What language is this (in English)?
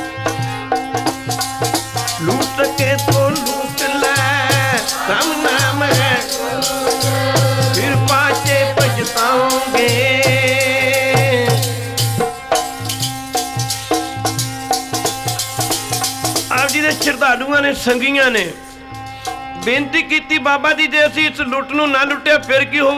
Punjabi